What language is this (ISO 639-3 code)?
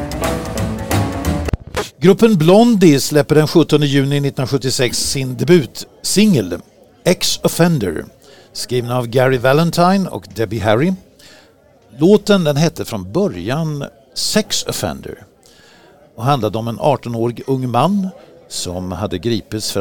swe